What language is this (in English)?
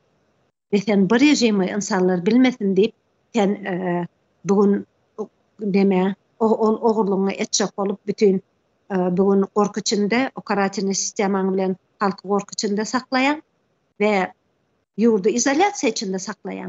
Turkmen